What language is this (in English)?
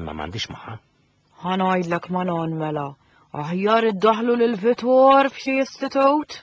Maltese